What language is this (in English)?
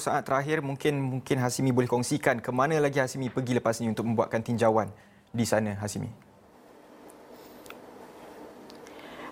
Malay